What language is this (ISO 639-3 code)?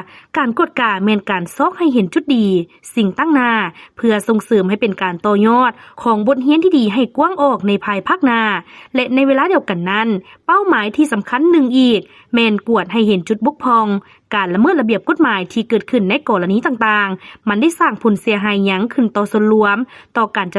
lao